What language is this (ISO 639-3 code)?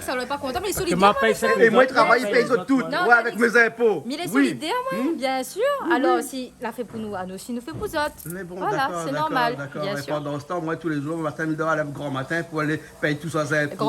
rcf